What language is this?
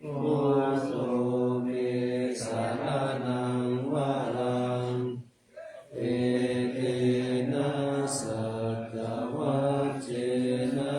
Pali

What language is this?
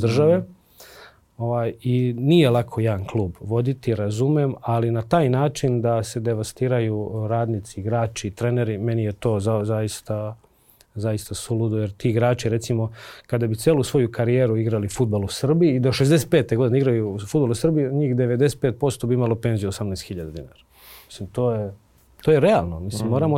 Serbian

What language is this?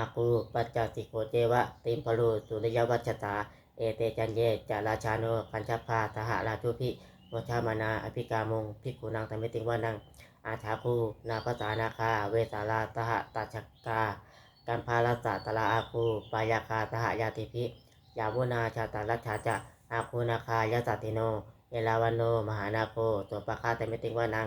Pali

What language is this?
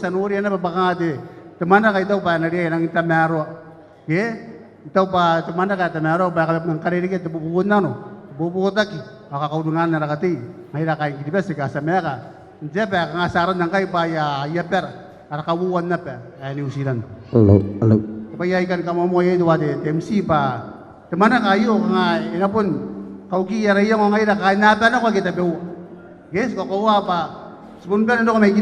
Gilbertese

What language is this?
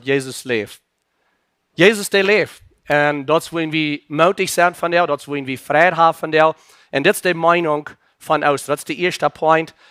Plautdietsch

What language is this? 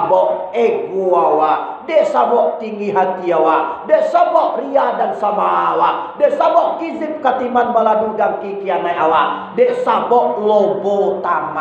Minangkabau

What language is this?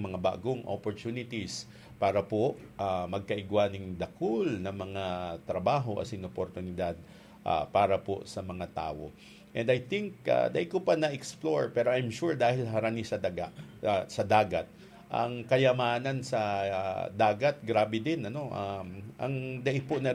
Bikol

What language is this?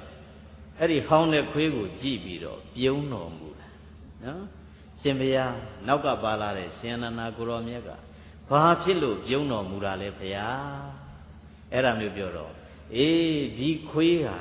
Burmese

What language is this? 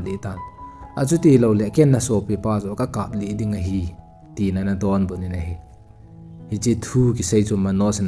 Thado Chin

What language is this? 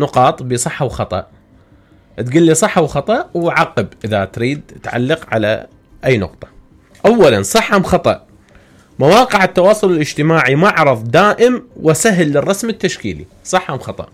Mesopotamian Arabic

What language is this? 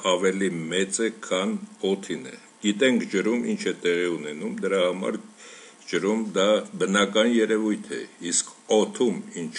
Armenian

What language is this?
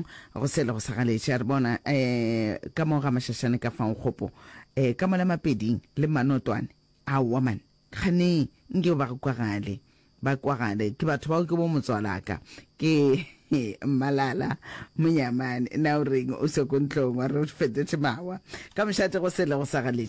Northern Sotho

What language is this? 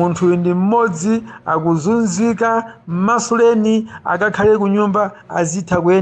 Nyanja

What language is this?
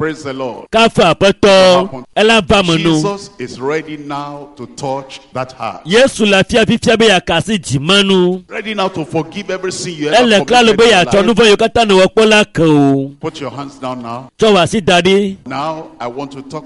Ewe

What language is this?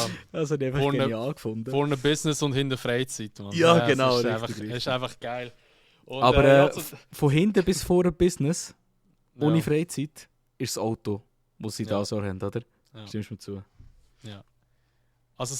Swiss German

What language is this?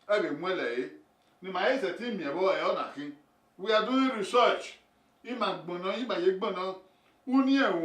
Bini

